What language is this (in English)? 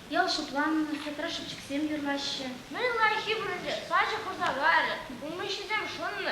Chuvash